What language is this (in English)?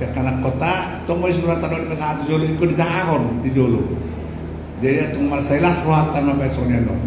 Batak Toba